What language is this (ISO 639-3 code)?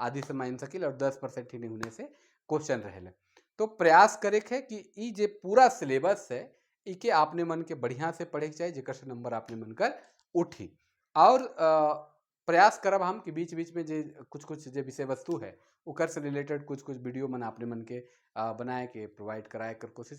sck